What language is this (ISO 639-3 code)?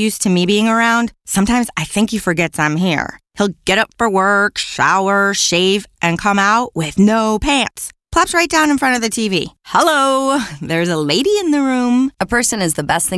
eng